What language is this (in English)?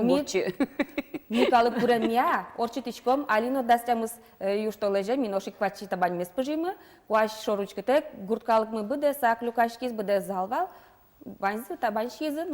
Udmurt